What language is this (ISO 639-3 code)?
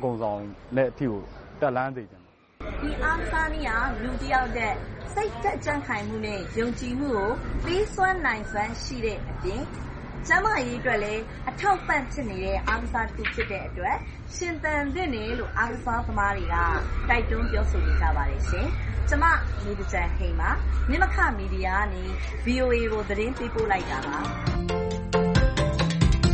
mya